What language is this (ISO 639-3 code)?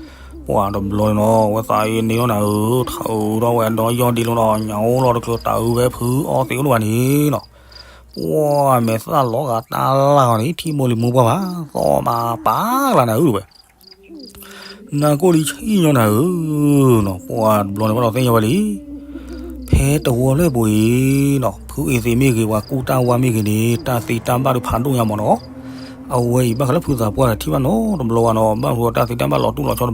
ksw